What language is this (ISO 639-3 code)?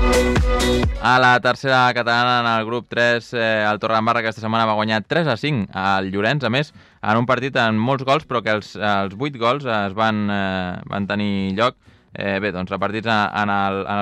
cat